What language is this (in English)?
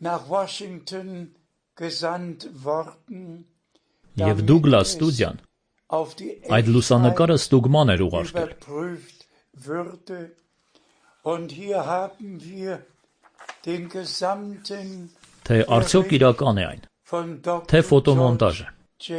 Armenian